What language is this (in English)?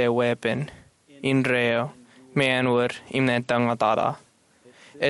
Marshallese